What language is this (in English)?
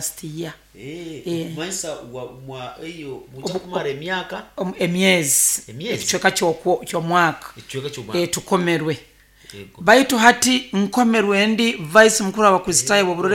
Nyoro